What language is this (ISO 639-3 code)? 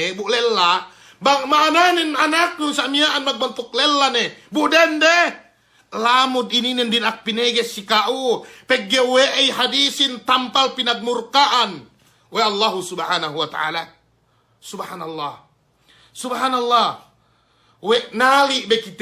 yka